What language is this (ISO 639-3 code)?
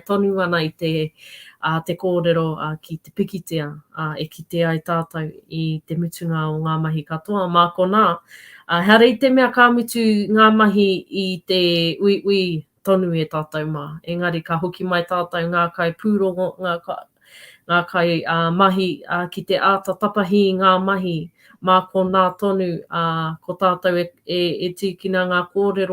mri